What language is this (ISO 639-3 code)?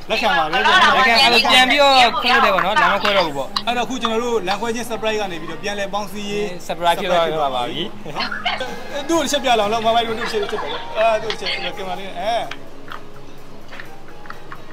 mya